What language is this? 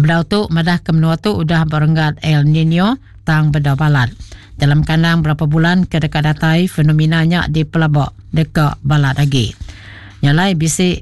Iban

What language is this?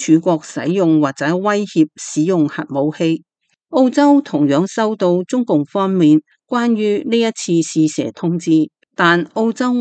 Cantonese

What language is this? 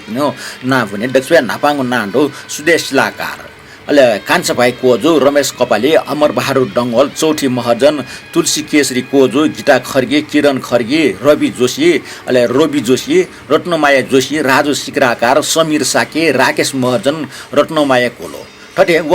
Newari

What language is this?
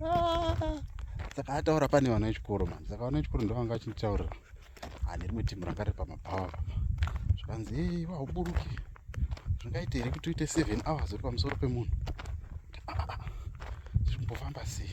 Shona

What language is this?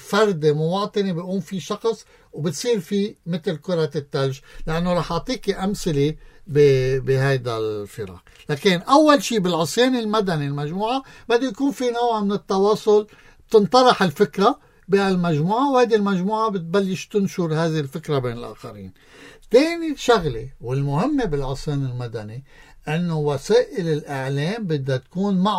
North Levantine Arabic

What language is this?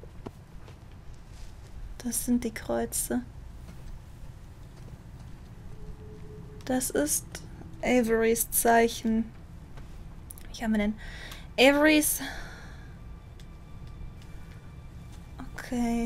German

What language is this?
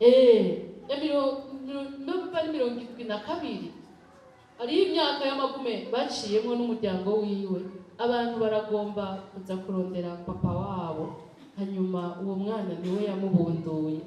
Rundi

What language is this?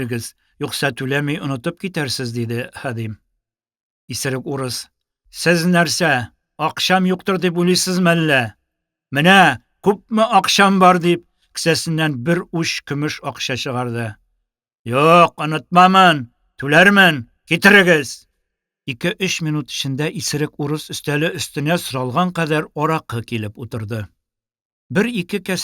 Tatar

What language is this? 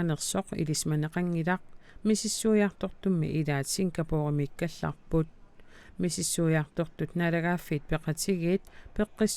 Kalaallisut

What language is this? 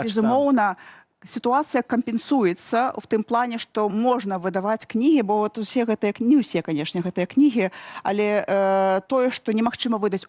Belarusian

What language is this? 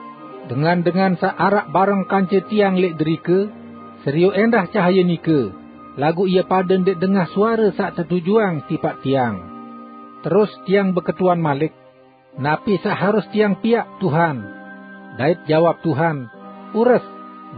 Sasak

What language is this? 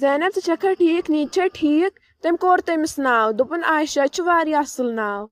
Kashmiri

